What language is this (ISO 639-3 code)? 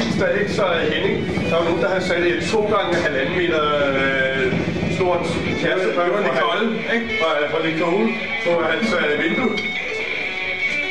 dan